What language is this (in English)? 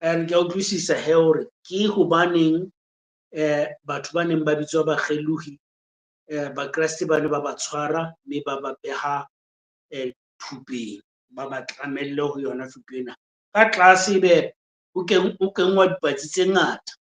Southern Sotho